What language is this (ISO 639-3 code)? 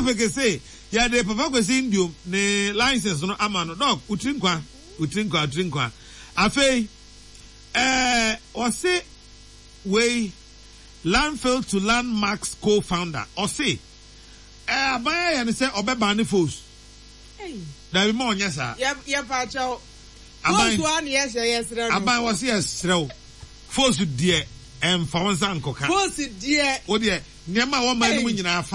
aka